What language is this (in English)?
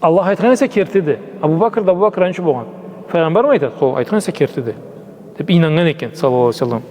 Karachay-Balkar